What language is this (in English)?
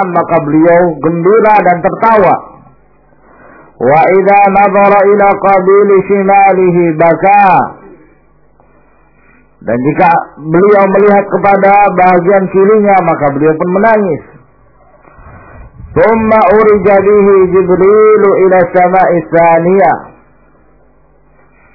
Indonesian